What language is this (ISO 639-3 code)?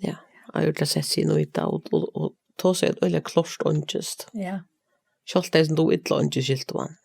fao